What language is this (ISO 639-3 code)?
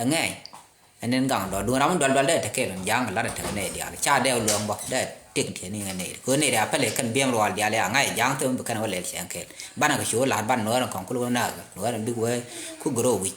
nus